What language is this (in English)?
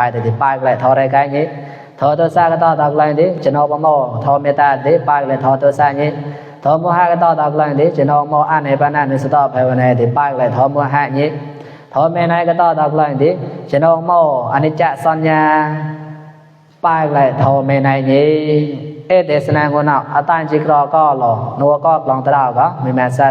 Mon